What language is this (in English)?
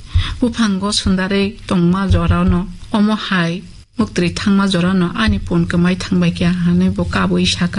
Kok Borok